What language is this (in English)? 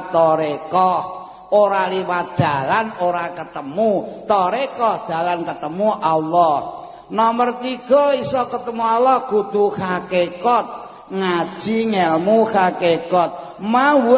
Javanese